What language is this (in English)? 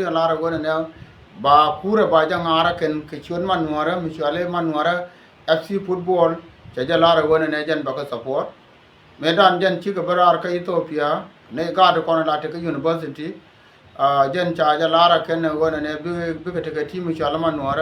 Nuer